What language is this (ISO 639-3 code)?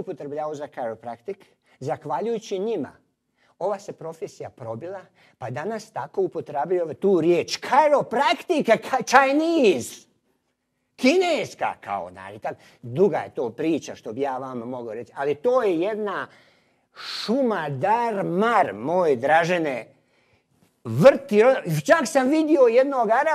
hrv